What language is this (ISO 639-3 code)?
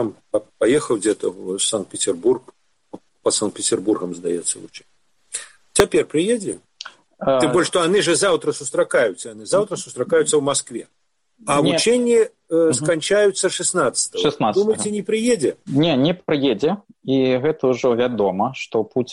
bel